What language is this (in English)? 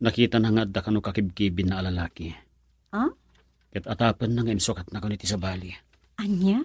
Iloko